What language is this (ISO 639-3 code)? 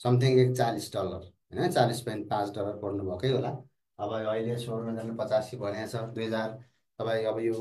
nep